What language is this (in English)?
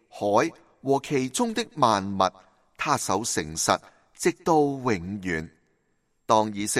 Cantonese